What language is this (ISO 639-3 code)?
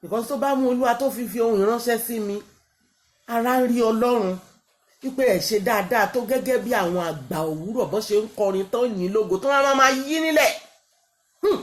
yor